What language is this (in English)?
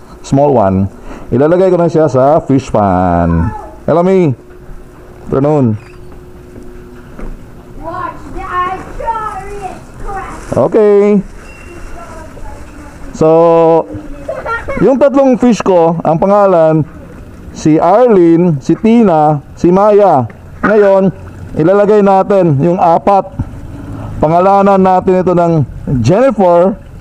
Filipino